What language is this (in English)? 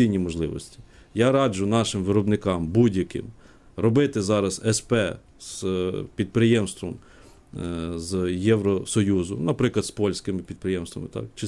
Ukrainian